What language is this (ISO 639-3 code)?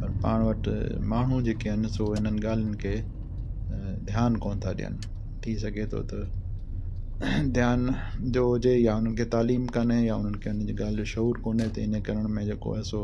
snd